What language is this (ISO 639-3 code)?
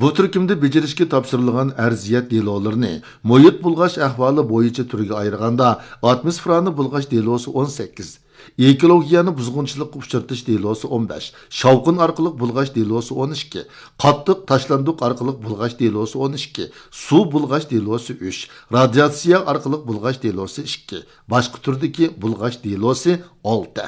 uig